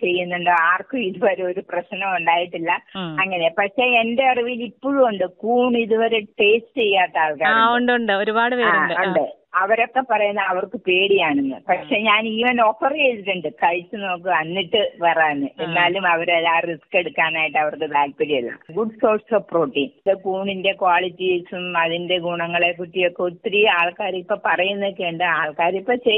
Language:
Malayalam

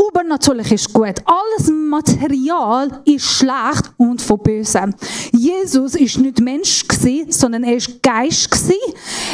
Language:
Swiss German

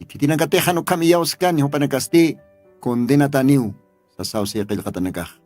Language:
Aymara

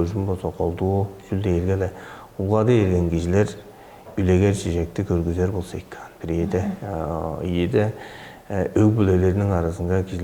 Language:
Tuvinian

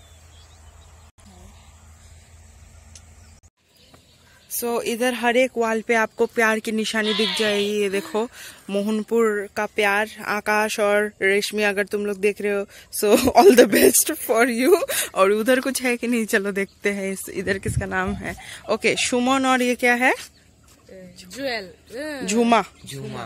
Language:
Hindi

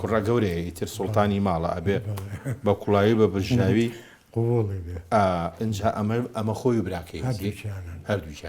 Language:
Central Kurdish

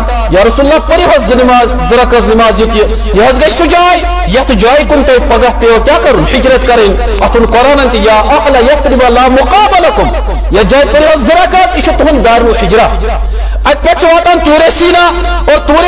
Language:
Kashmiri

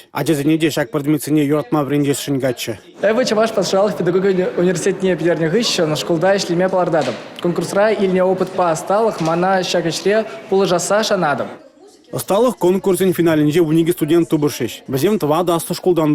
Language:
Chuvash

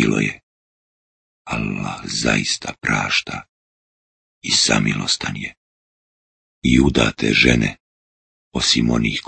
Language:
Bosnian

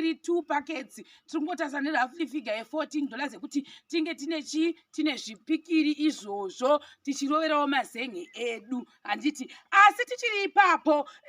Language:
Shona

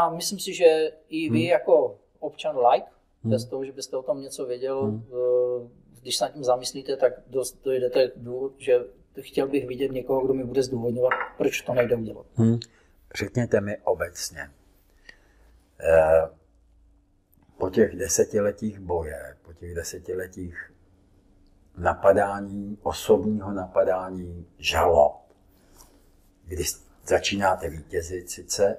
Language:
Czech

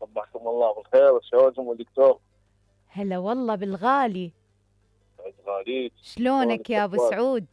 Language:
Mesopotamian Arabic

